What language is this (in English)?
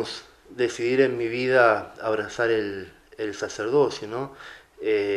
Spanish